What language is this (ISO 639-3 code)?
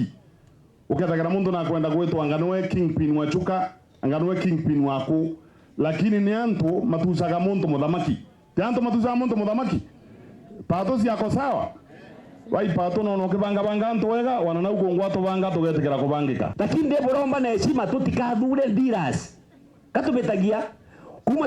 mer